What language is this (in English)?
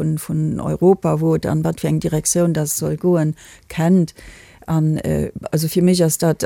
Luxembourgish